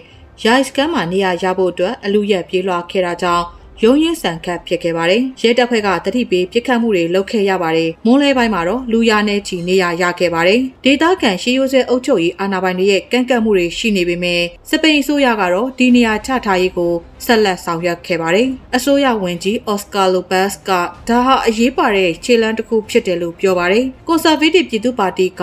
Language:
Burmese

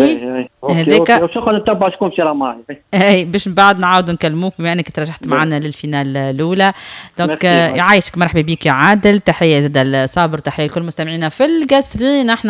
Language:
Tunisian Arabic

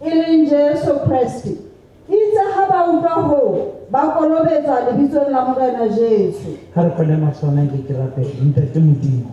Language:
Southern Sotho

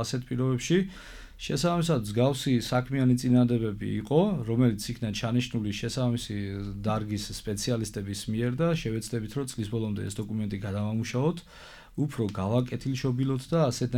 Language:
Georgian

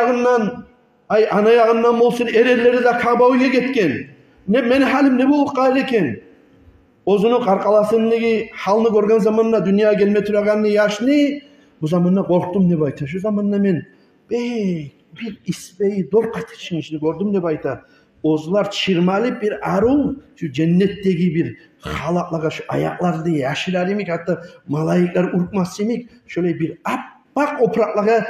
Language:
Kumyk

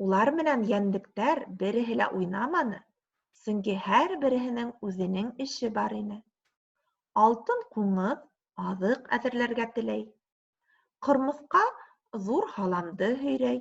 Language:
Bashkir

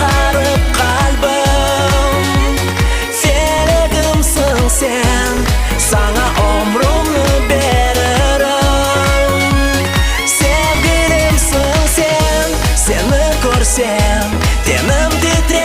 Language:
Crimean Tatar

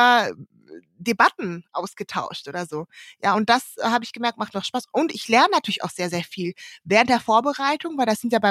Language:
German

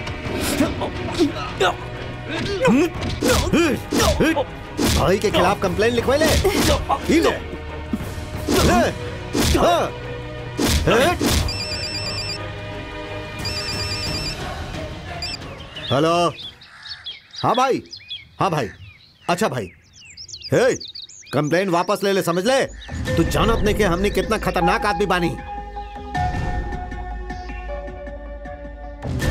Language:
Bhojpuri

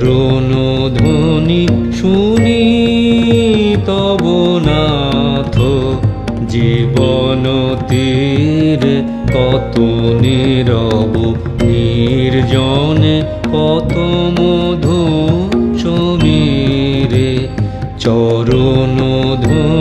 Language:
Bangla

